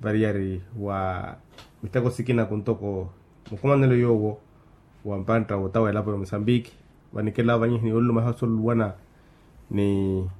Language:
Makhuwa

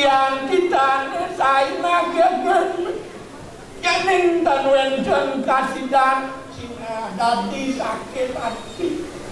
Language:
Balinese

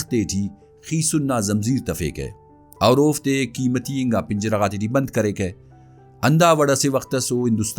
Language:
Brahui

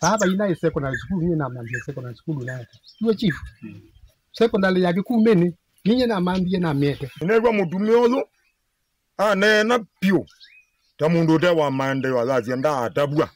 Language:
Kamba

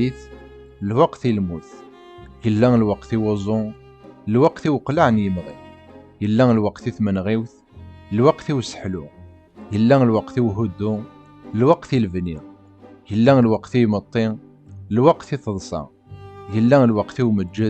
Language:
Kabyle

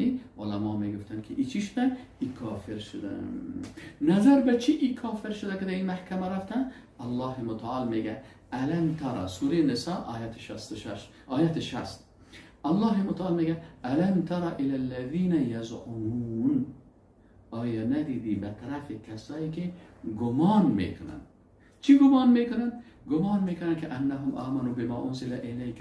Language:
Persian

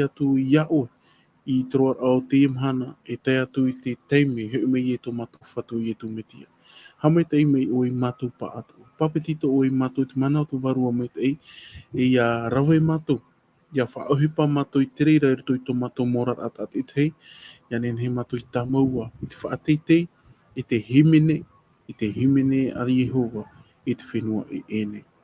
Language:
Tahitian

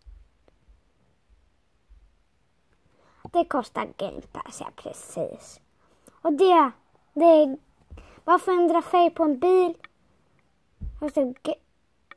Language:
Swedish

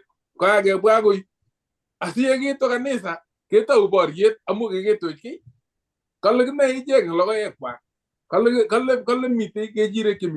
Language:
Kalenjin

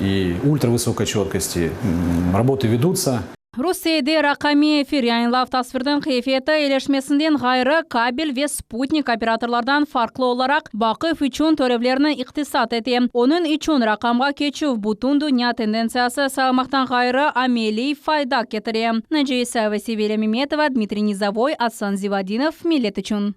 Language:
Crimean Tatar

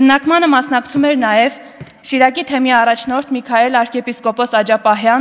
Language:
Armenian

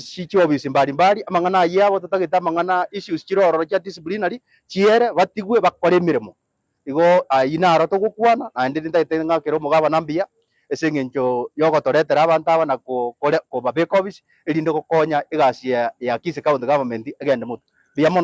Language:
Gusii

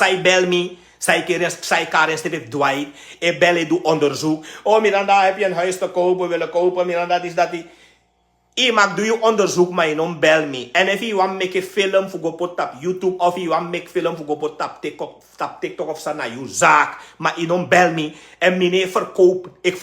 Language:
Sranan Tongo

